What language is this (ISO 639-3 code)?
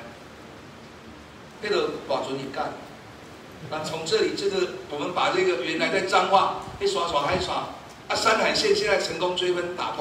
zho